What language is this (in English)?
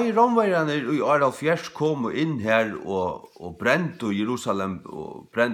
Faroese